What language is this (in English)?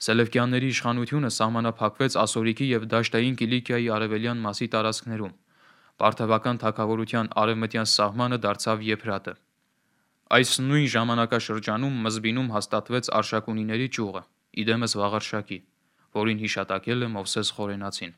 Armenian